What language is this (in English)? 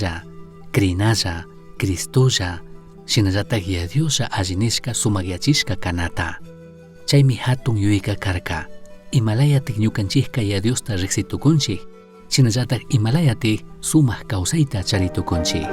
Chimborazo Highland Quichua